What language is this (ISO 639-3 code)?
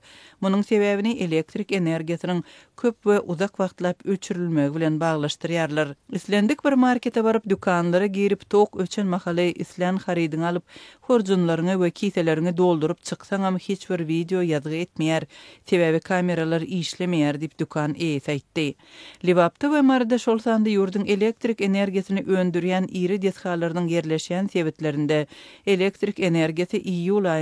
tuk